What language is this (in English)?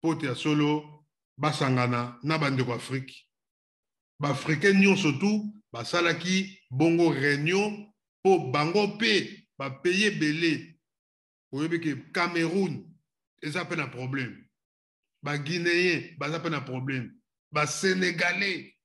Lingala